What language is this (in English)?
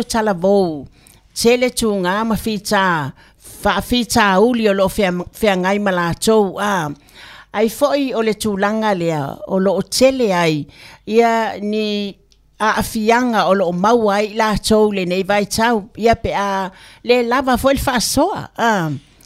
Samoan